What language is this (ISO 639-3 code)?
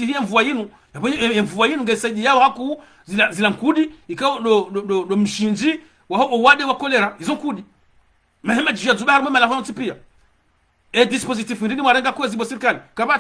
zdj